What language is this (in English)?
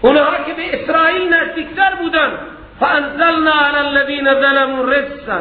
Persian